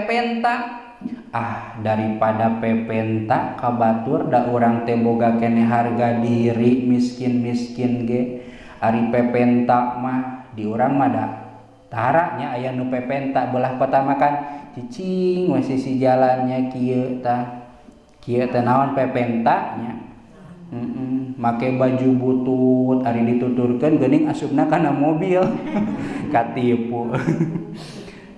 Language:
Sundanese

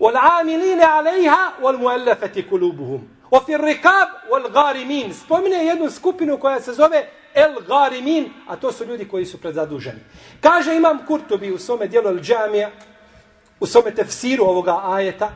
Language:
Bosnian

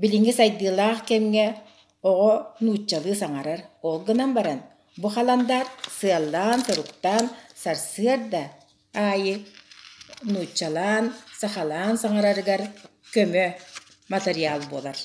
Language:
Yakut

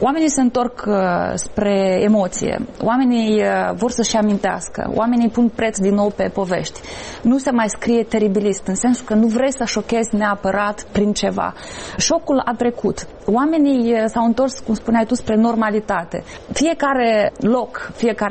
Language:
Romanian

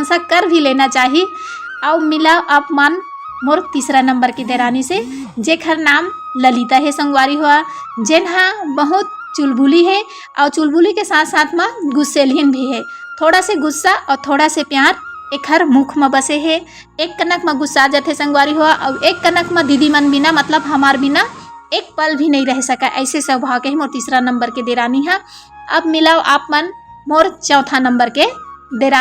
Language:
Chhattisgarhi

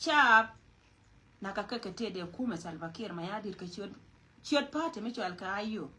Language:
Nuer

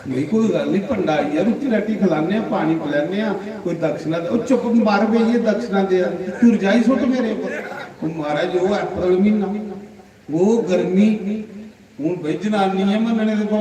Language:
Dogri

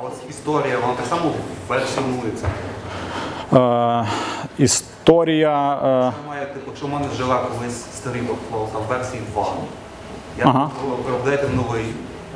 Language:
Ukrainian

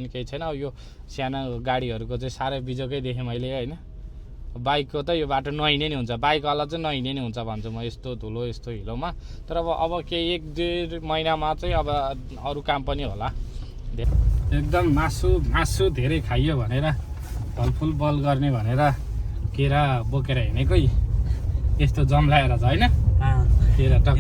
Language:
Nepali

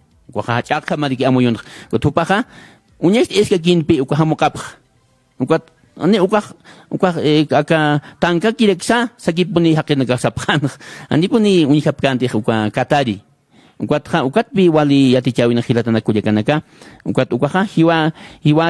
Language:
Aymara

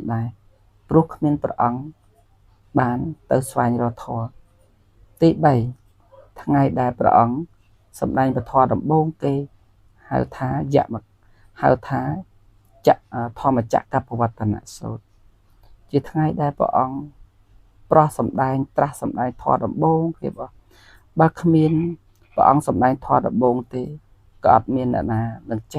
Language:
Khmer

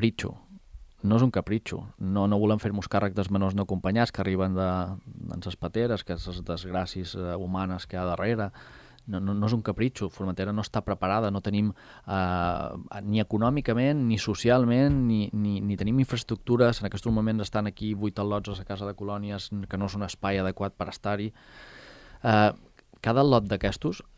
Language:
Catalan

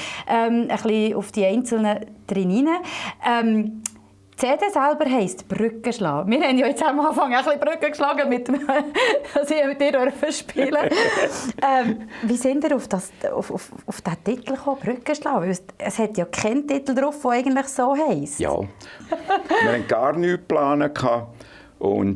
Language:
Swiss German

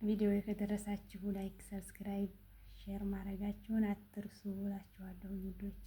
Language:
Amharic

